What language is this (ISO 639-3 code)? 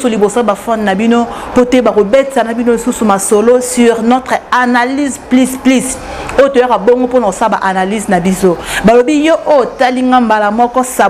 lin